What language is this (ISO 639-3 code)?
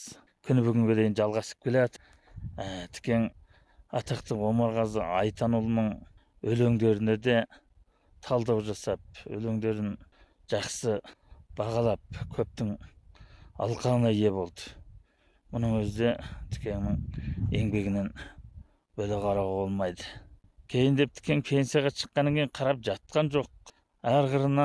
kaz